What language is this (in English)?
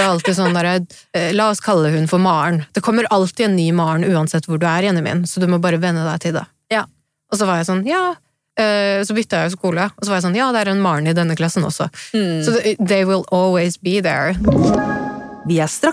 Norwegian